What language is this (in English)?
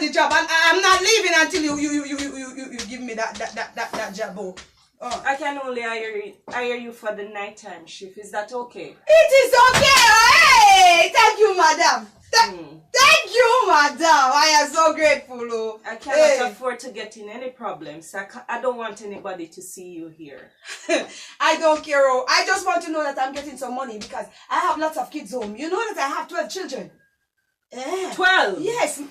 Jamaican Creole English